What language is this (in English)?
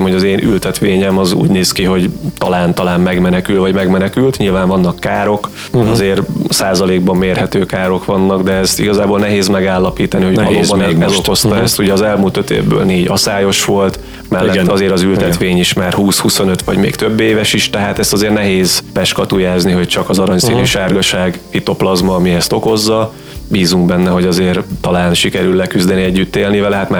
Hungarian